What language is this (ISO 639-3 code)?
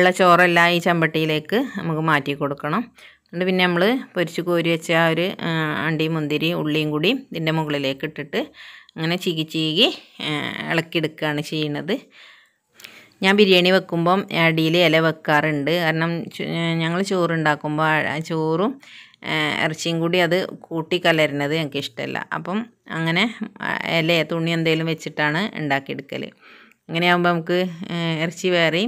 mal